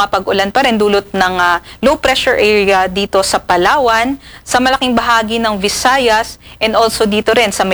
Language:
Filipino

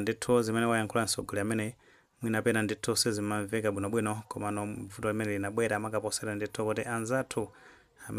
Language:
Nyanja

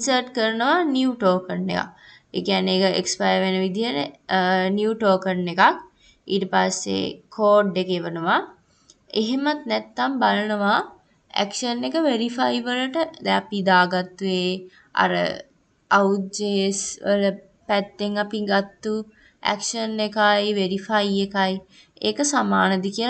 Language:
Sinhala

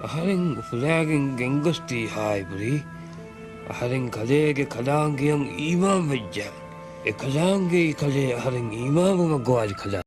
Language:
Divehi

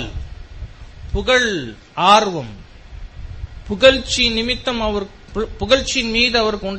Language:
Tamil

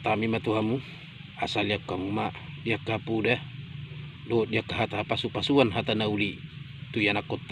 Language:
Batak Toba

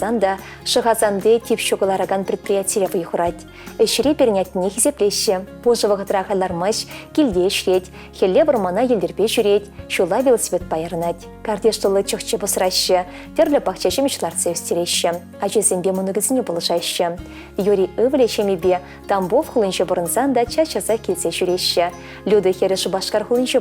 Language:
Chuvash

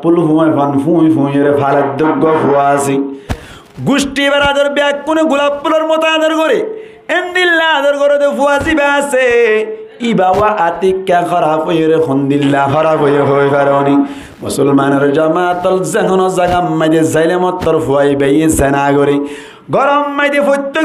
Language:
Rohingya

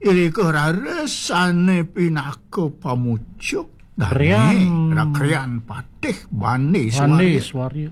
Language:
Balinese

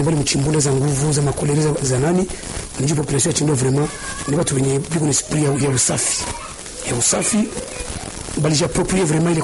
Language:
Swahili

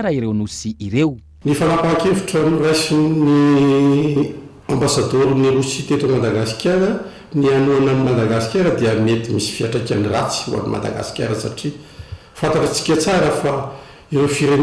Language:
Malagasy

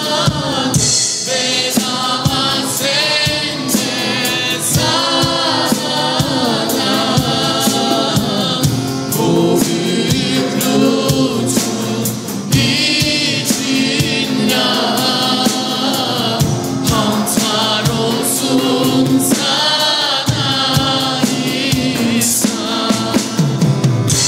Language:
Turkish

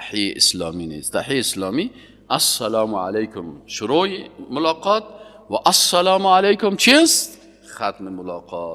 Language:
Persian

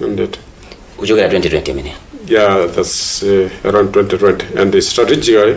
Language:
Nyanja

